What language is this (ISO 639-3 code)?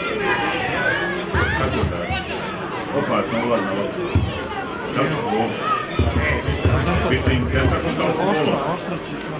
hrv